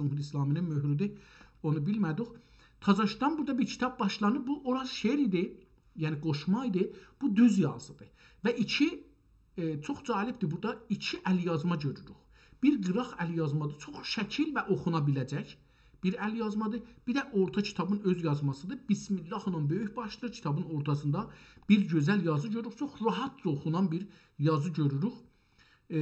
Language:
South Azerbaijani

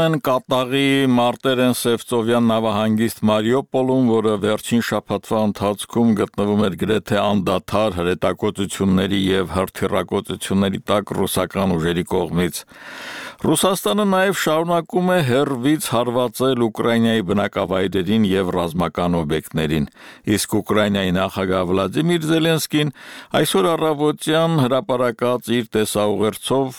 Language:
Armenian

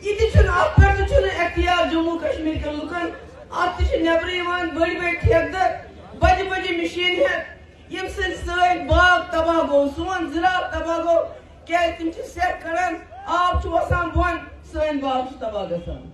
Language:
Kashmiri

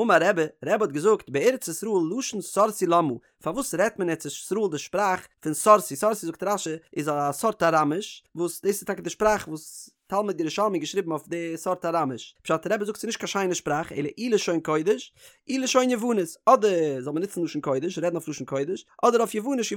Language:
Yiddish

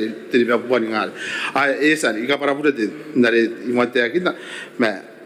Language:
Gilbertese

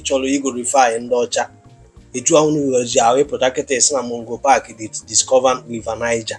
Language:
Igbo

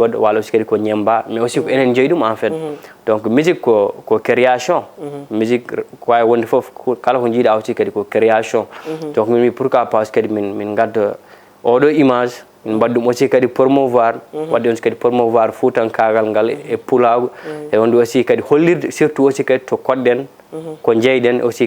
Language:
Fula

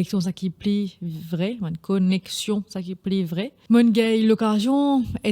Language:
Morisyen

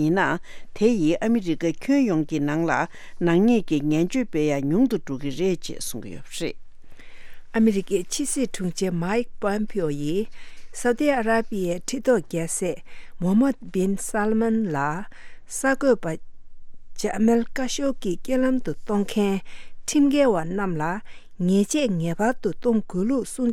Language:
Tibetan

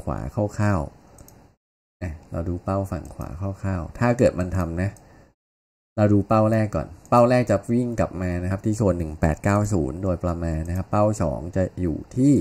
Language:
Thai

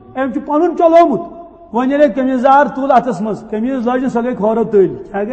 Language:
Kashmiri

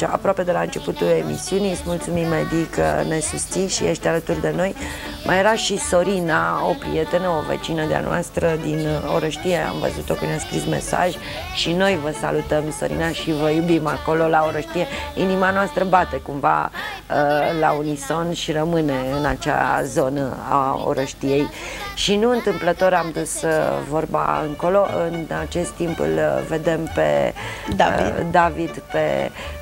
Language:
Romanian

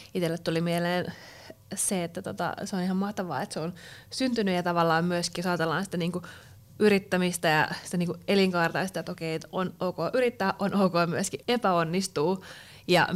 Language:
Finnish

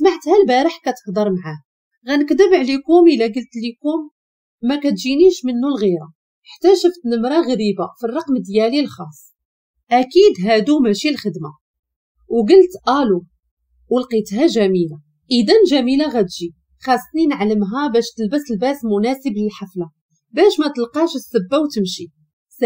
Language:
Moroccan Arabic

